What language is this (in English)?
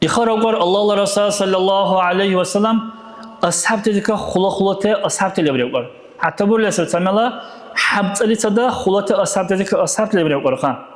Dargwa